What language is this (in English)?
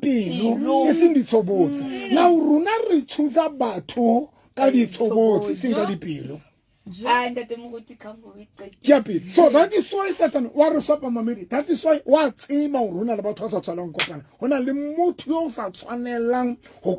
Southern Sotho